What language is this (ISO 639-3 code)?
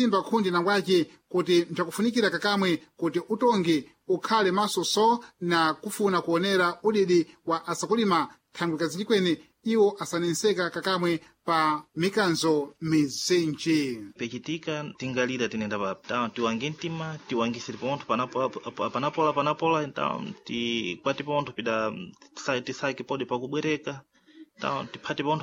seh